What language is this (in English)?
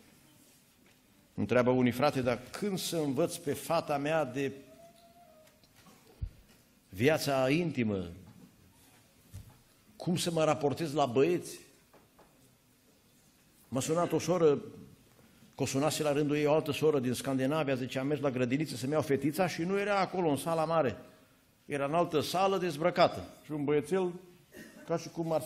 Romanian